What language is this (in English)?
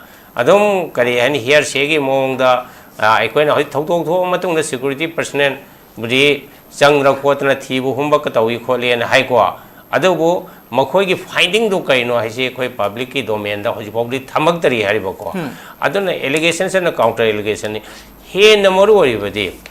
Manipuri